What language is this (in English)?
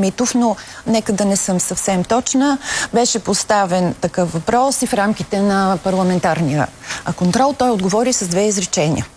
Bulgarian